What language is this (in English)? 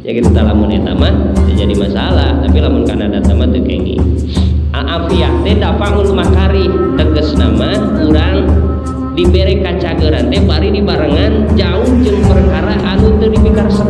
Sundanese